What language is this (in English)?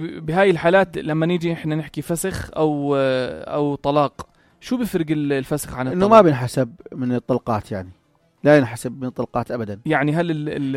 North Levantine Arabic